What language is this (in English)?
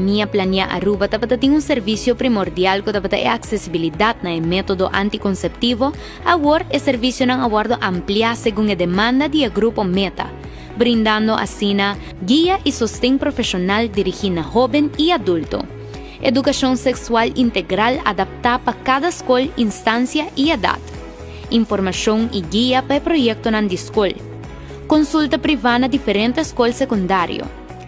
Papiamento